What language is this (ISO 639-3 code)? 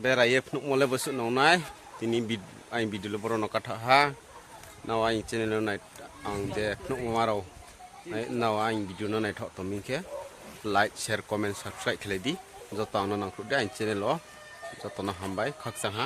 ria